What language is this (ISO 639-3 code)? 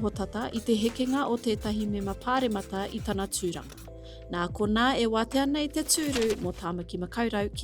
mri